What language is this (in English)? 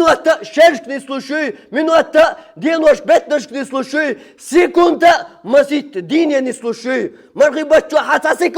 Chechen